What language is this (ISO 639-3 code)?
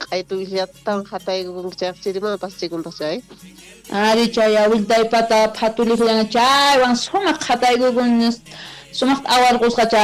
quh